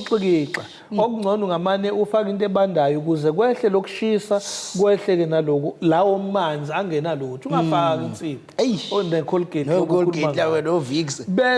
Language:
Zulu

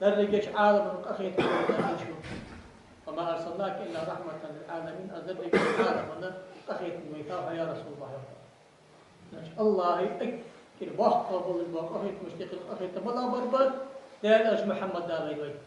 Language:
Ingush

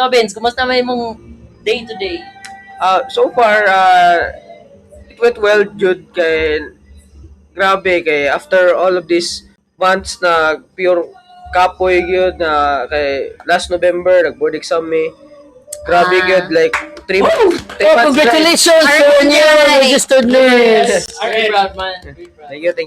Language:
Cebuano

